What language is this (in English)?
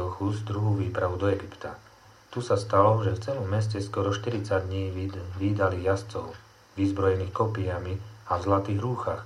Slovak